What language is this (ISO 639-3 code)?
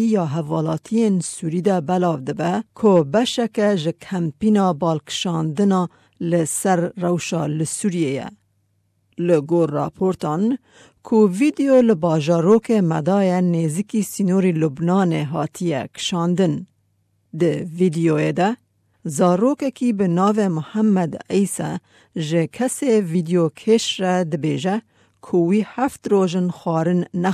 kur